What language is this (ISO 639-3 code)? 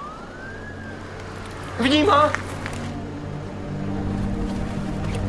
ces